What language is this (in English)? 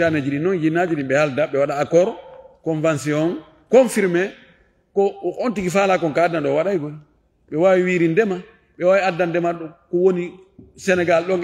Fula